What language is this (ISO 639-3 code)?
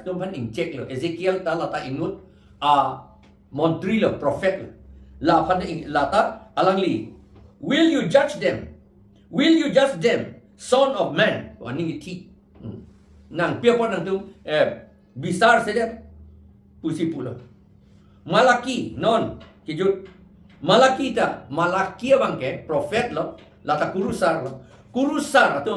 mjw